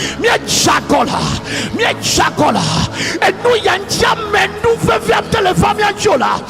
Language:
Ewe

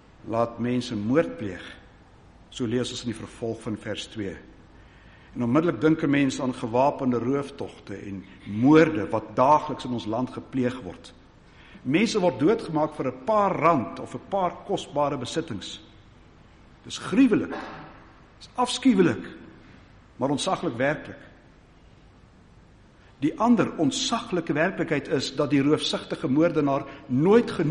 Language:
Afrikaans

